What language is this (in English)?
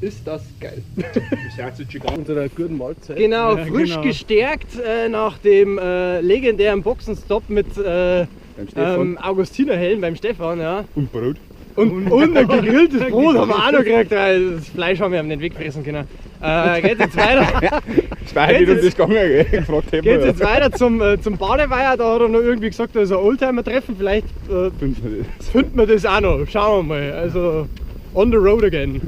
Bavarian